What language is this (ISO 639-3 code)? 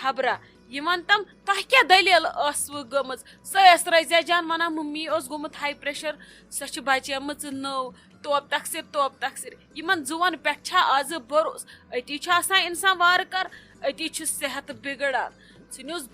kas